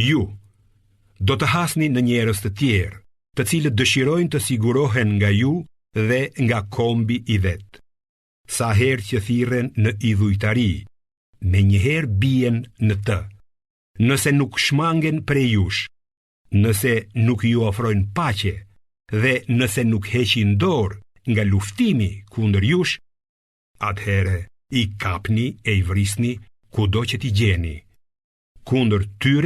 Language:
Albanian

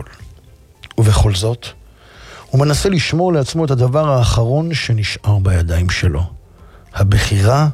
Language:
Hebrew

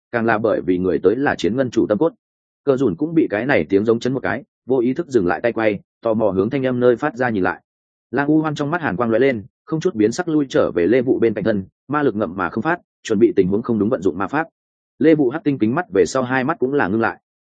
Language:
Vietnamese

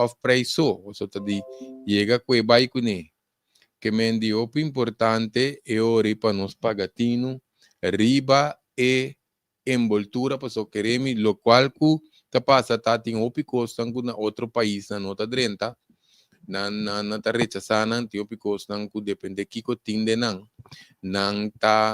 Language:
Papiamento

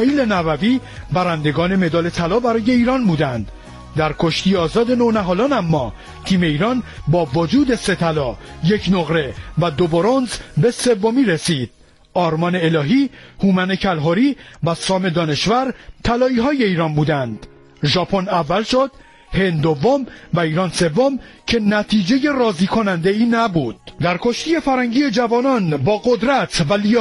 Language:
Persian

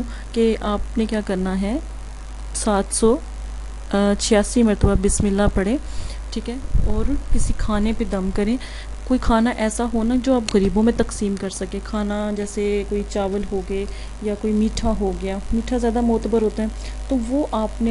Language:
Urdu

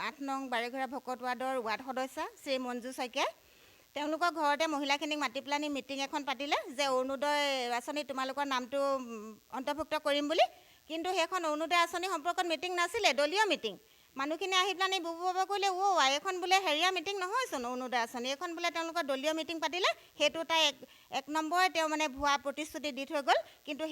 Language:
Assamese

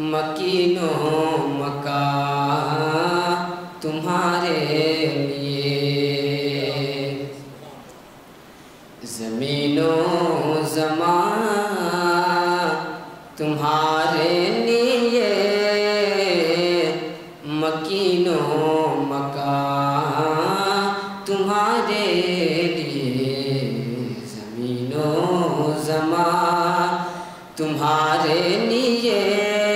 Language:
Urdu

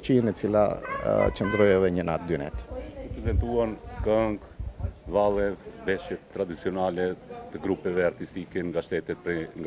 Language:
Albanian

